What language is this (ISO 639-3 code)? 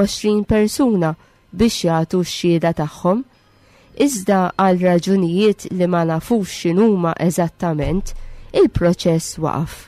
mlt